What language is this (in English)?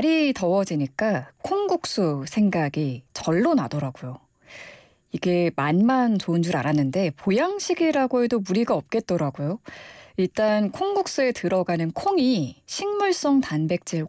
Korean